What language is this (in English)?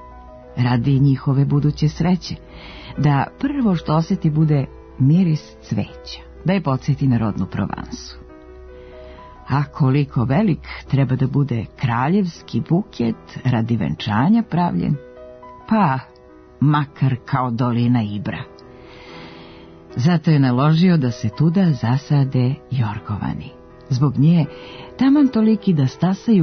Serbian